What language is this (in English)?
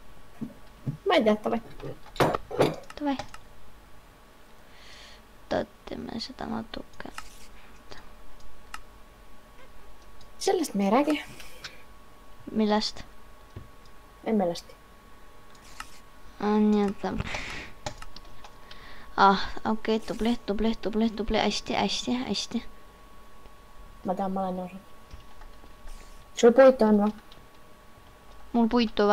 Estonian